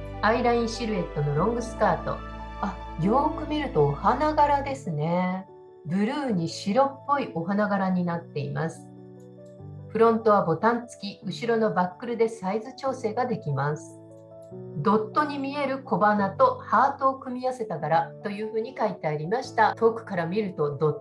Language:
Japanese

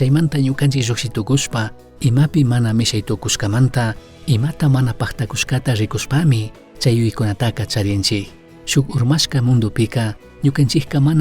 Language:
Chimborazo Highland Quichua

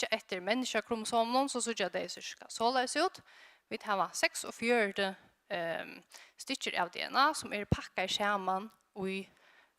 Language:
Faroese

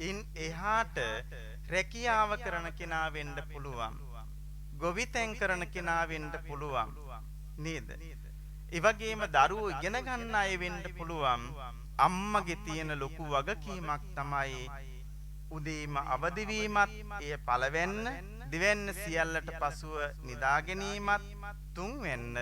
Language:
Sinhala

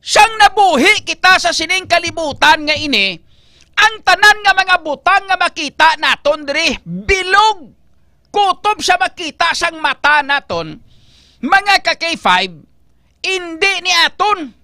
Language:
Hiligaynon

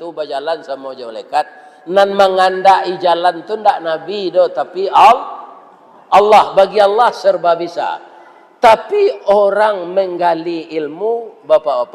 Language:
Minangkabau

